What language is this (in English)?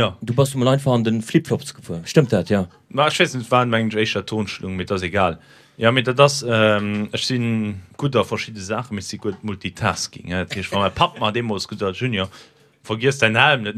Luxembourgish